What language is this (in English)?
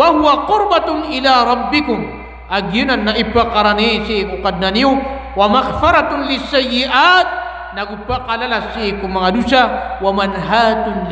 Maranao